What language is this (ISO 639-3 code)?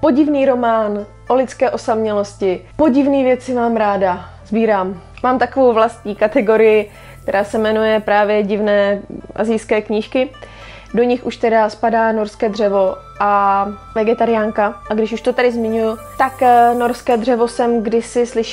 ces